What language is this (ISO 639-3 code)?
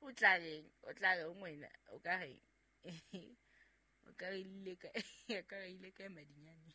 sot